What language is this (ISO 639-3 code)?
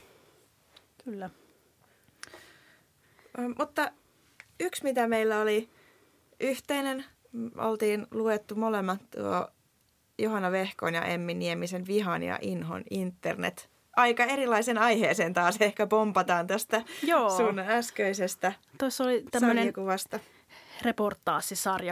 fin